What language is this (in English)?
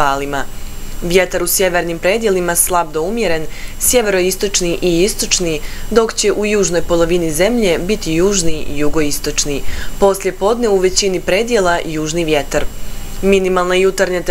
Bosnian